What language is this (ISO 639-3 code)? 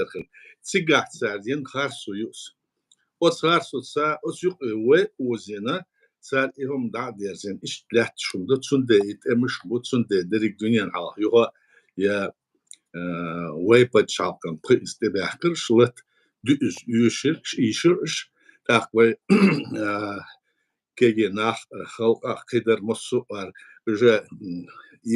che